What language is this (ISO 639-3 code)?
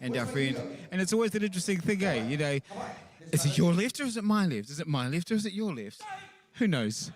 mri